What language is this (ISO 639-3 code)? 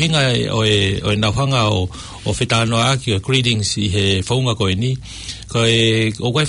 ton